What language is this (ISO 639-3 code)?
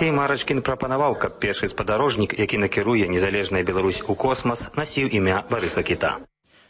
bel